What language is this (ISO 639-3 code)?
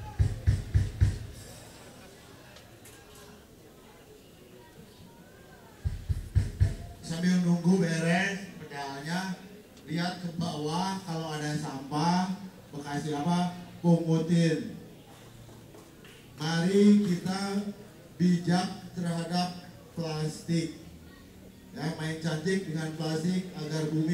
ind